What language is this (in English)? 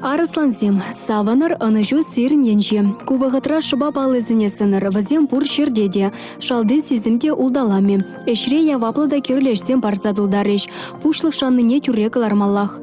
Chuvash